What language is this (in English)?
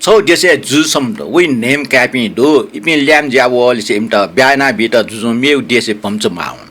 Newari